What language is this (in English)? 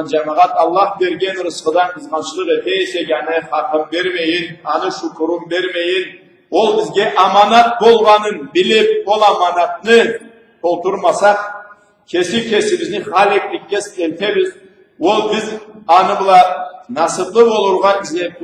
Karachay-Balkar